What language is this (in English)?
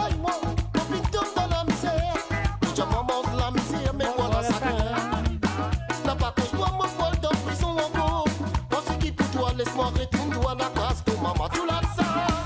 Morisyen